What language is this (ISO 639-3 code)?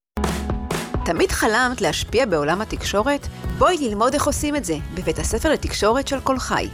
heb